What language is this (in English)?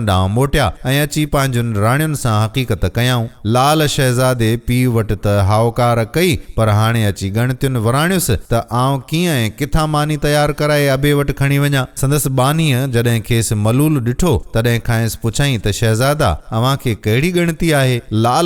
Sindhi